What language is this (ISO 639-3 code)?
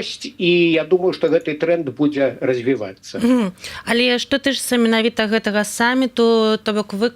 bel